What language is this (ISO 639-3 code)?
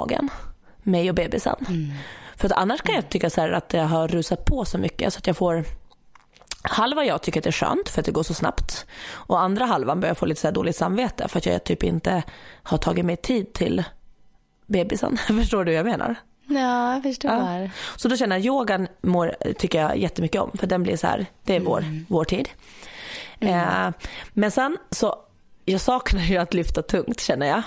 swe